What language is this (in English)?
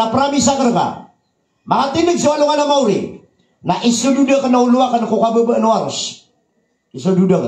Maranao